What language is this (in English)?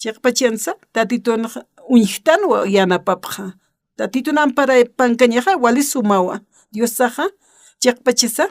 Aymara